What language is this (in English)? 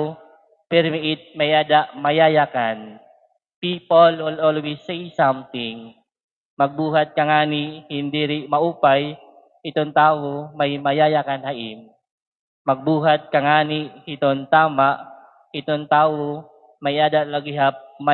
Waray